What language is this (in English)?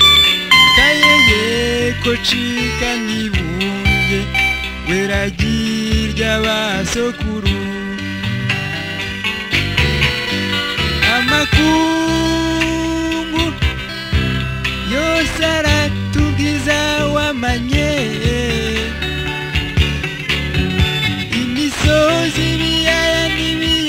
Rundi